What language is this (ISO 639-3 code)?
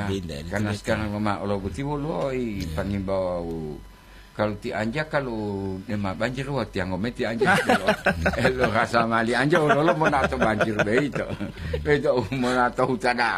gor